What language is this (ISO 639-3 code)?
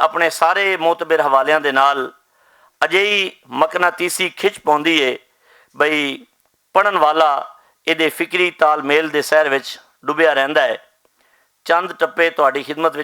lah